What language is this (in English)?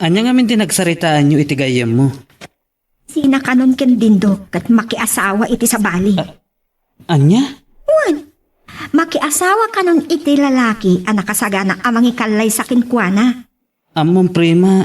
Iloko